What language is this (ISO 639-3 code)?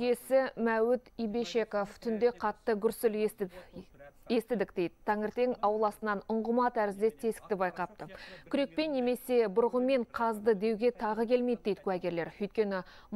kaz